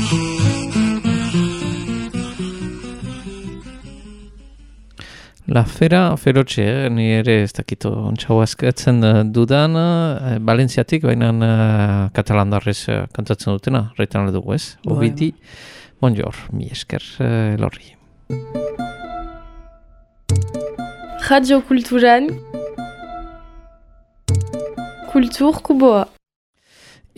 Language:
Basque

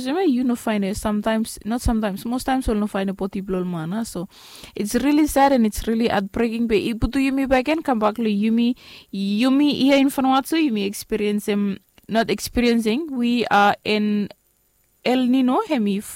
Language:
Bislama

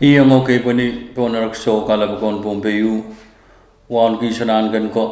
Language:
Pohnpeian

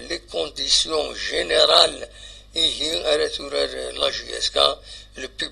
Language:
Kabyle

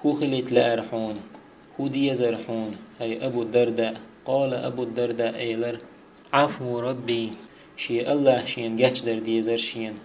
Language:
Chechen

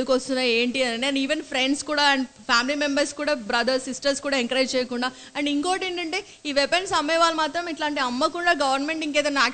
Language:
Telugu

